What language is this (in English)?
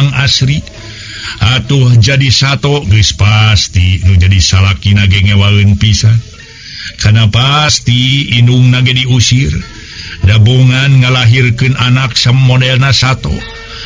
Sundanese